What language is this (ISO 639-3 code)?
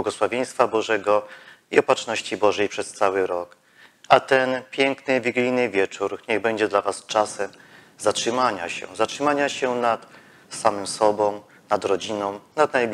pol